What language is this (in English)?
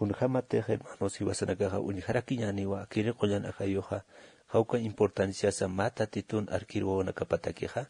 Aymara